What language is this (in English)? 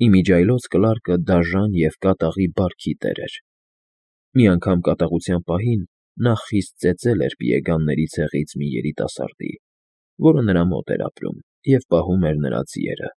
Armenian